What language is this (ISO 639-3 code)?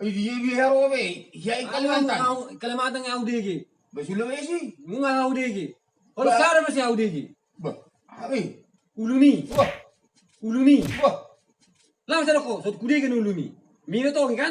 bbc